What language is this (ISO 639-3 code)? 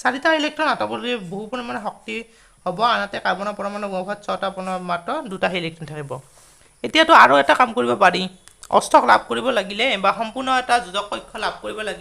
asm